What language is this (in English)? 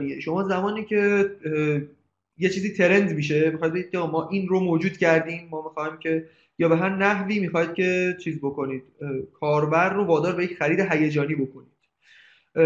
Persian